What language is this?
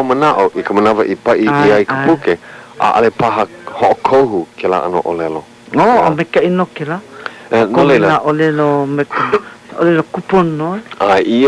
Hawaiian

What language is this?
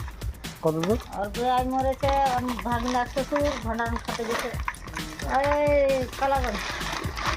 Santali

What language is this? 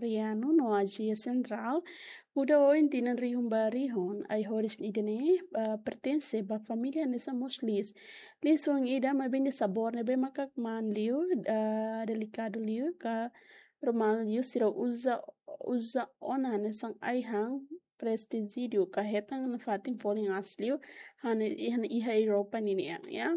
Tetum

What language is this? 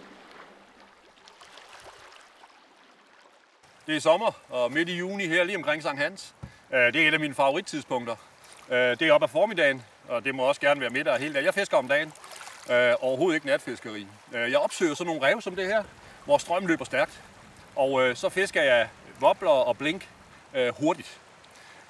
Danish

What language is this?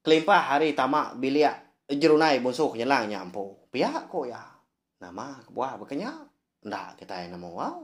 Iban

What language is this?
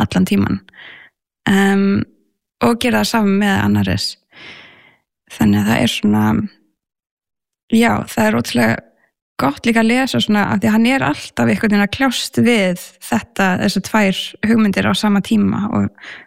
Icelandic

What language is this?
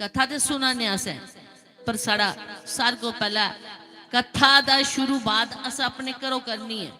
Dogri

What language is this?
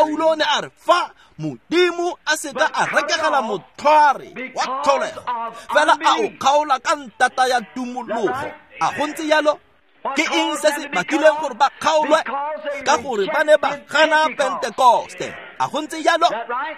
Tswana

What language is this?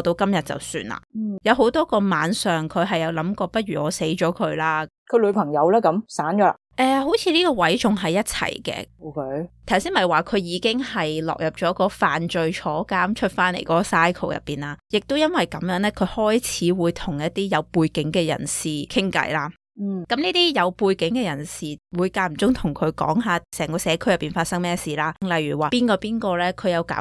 Cantonese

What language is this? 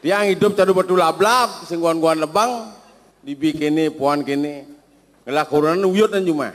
Balinese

